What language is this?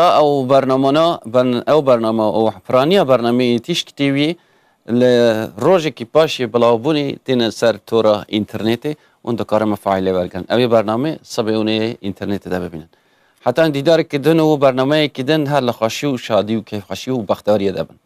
Kurdish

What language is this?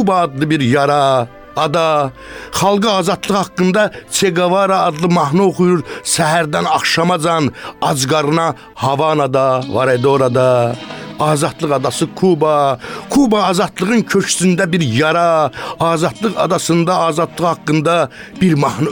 Azerbaijani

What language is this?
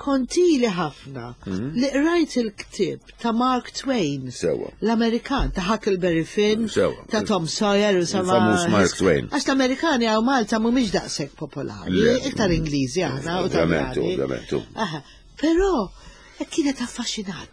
Maltese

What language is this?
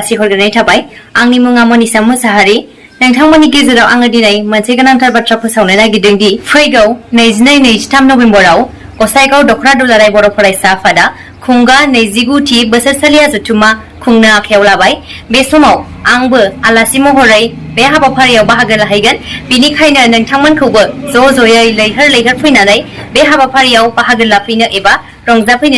Bodo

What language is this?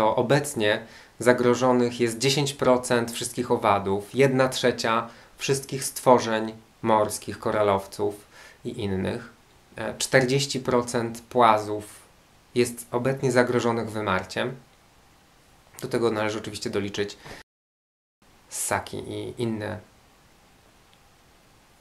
Polish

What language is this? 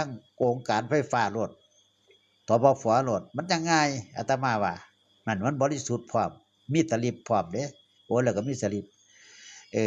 Northeastern Thai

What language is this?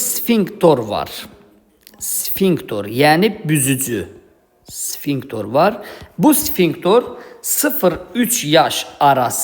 Azerbaijani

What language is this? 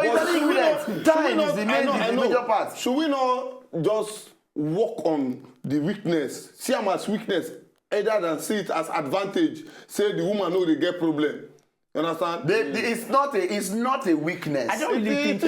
Nigerian Pidgin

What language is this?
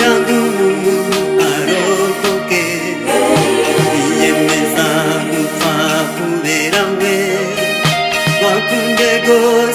Kinyarwanda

